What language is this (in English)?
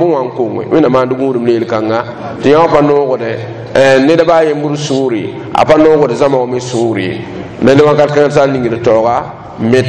Mossi